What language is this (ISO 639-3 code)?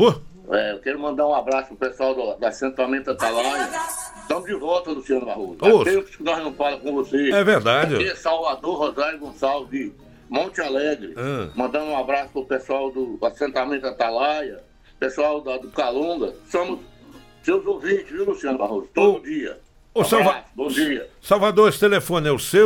por